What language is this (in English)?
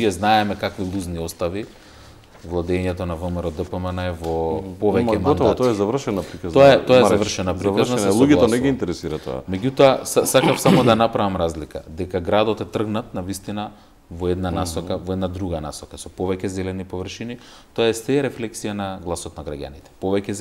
Macedonian